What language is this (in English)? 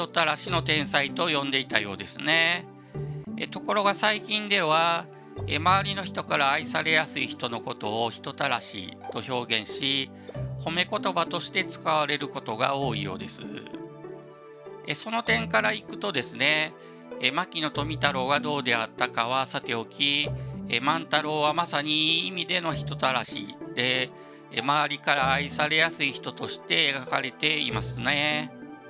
Japanese